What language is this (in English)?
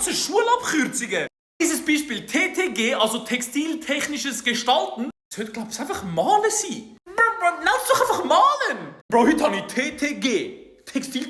Swiss German